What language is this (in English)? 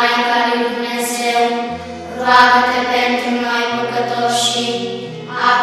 Romanian